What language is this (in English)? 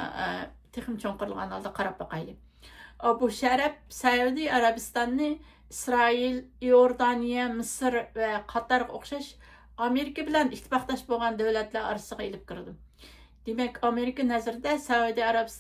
Uyghur